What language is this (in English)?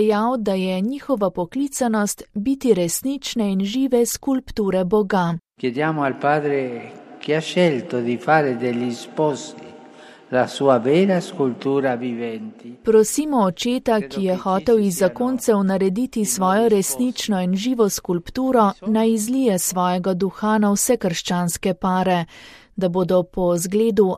Slovenian